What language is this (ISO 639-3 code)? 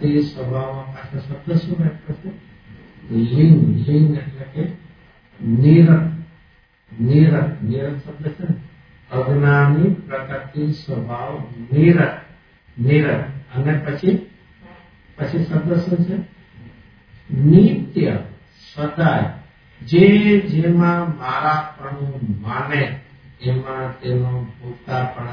guj